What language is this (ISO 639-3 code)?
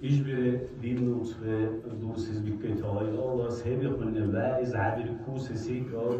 dar